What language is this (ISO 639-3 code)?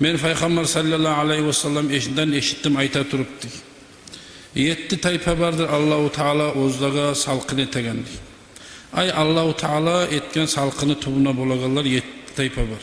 kum